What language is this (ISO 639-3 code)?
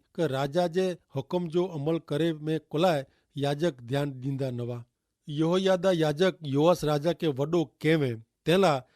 kfr